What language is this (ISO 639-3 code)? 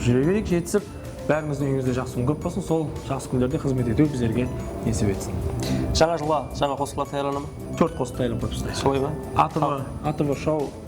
kaa